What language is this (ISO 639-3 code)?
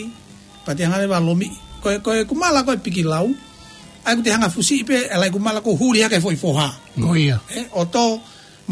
ton